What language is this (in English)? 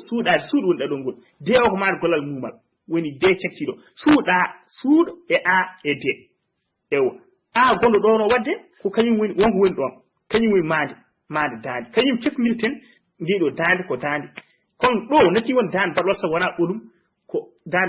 Fula